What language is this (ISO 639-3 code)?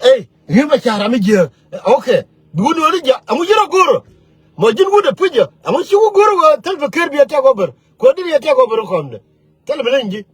nus